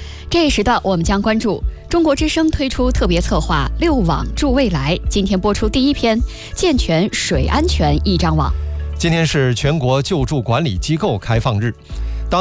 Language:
Chinese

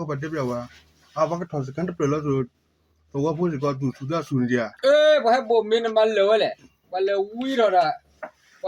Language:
S'gaw Karen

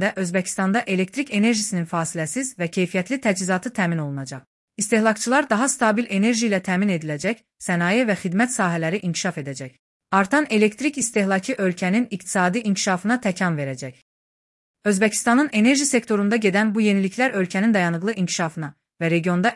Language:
Azerbaijani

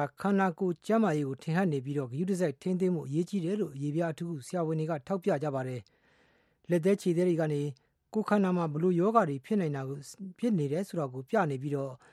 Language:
Burmese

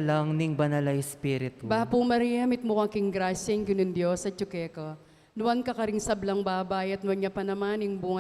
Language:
Pampanga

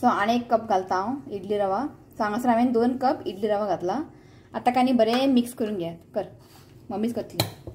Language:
Konkani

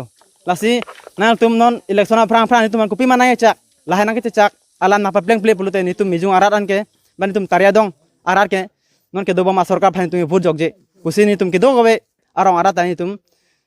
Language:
Karbi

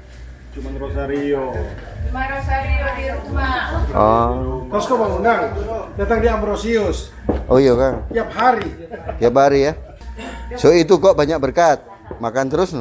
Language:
Manado Malay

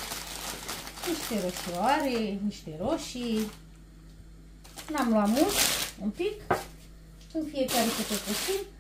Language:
Romanian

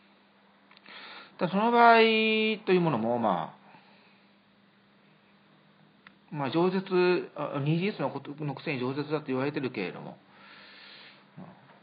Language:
Japanese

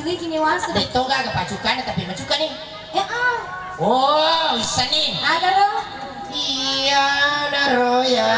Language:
Buginese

